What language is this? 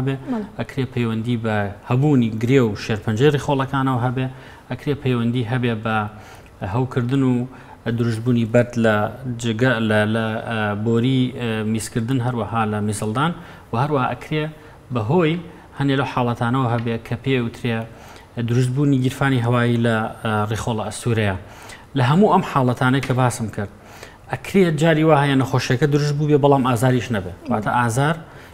Central Kurdish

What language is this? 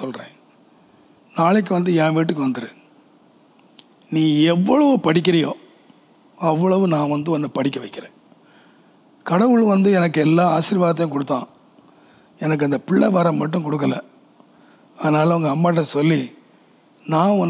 Tamil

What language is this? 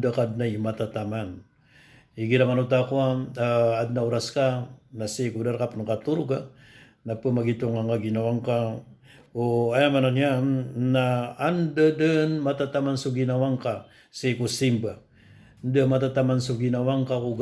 Maranao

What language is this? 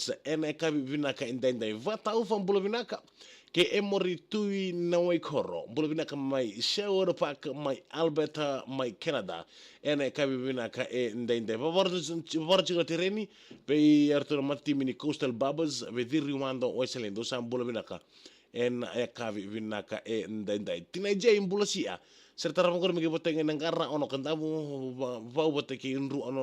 Fijian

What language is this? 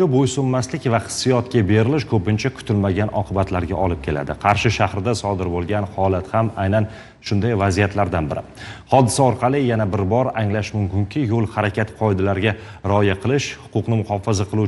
Uzbek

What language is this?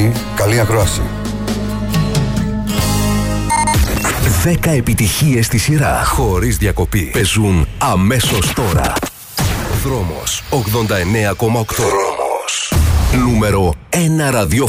Greek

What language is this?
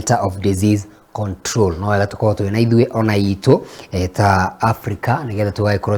Kikuyu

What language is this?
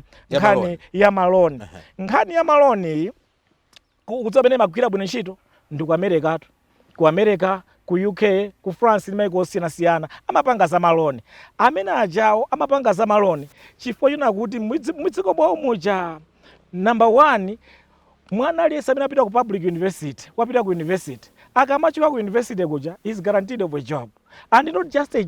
Nyanja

